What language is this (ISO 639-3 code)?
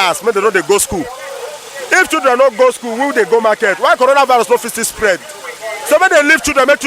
pcm